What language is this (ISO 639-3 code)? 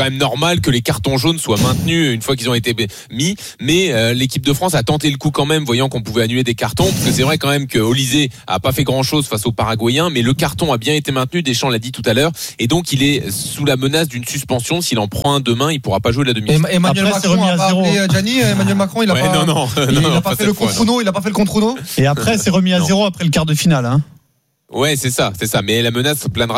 fra